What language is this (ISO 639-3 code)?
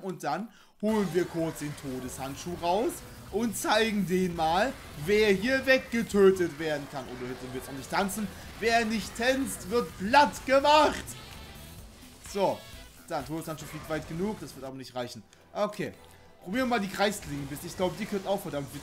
deu